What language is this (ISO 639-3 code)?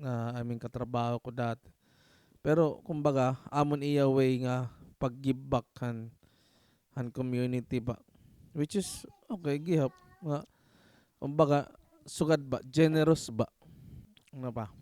war